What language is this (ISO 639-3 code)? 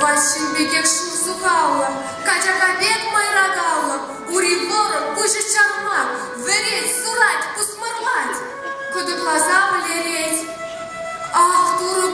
chv